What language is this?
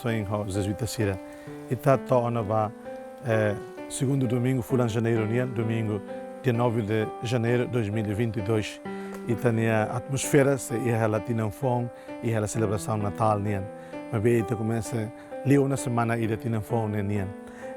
Tetum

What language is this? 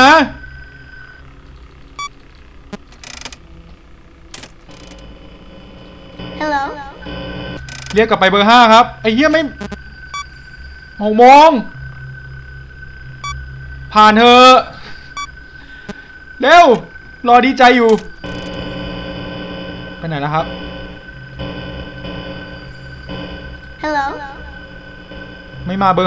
Thai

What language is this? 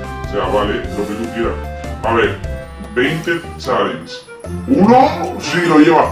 Spanish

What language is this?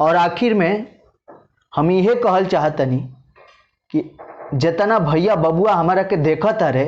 Bhojpuri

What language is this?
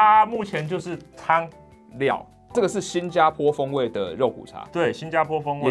Chinese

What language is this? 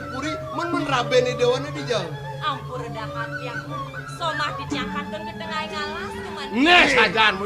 Balinese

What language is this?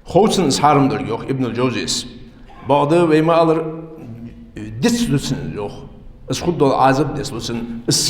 Ingush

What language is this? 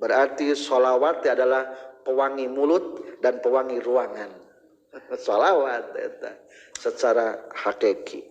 Sundanese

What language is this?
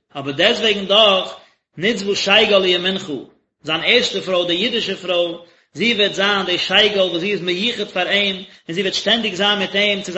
Yiddish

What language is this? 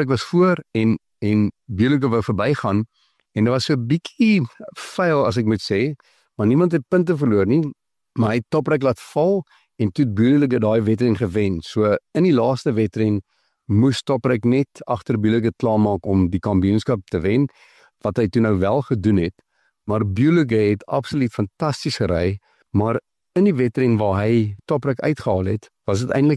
Afrikaans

